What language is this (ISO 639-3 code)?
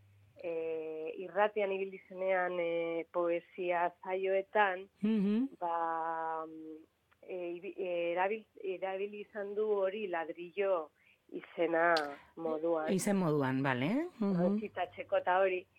eus